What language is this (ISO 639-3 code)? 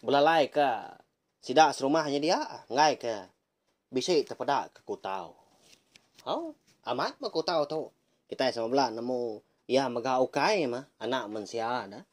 iba